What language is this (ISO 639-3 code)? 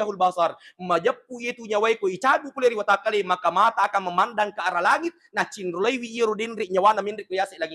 bug